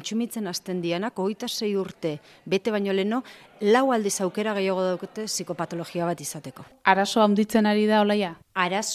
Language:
Basque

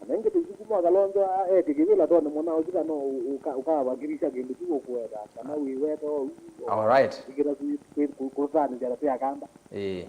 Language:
Kamba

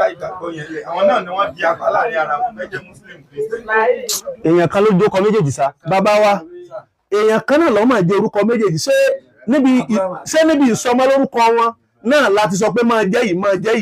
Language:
Yoruba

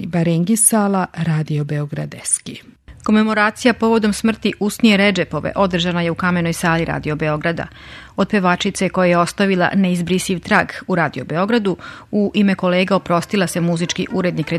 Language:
Serbian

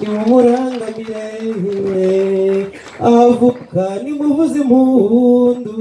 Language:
Kinyarwanda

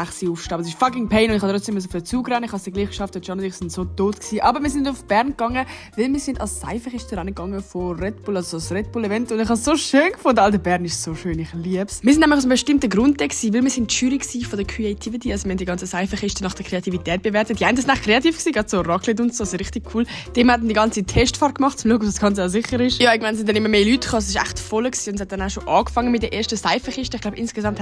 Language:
Swiss German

